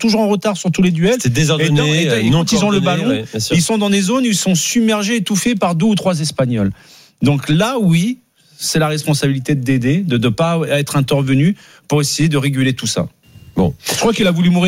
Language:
French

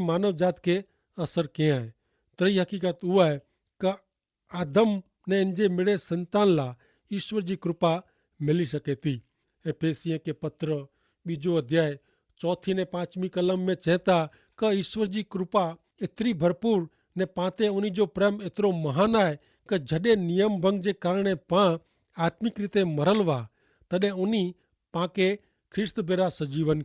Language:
Kachhi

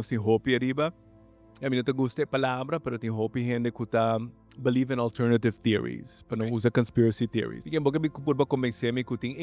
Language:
Papiamento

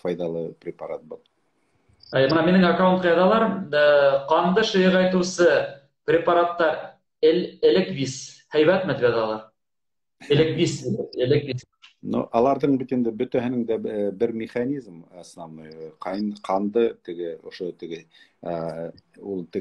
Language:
Bashkir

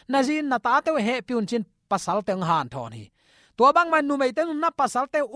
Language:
Tedim Chin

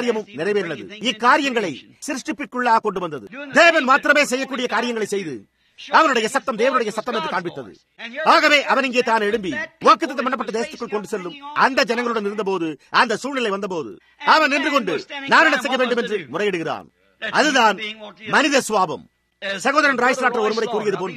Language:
Tamil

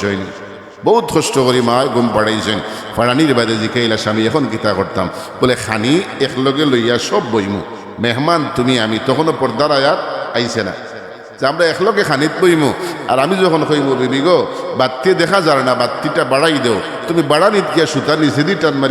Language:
Sylheti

